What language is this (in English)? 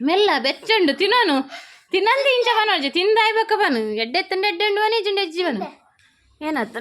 Tulu